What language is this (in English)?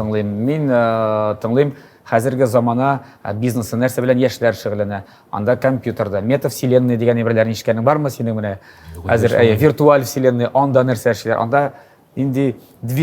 Tatar